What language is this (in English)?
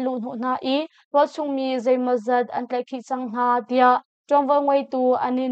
Hakha Chin